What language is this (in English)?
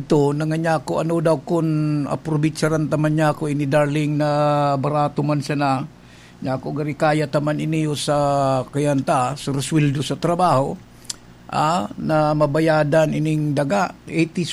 Bikol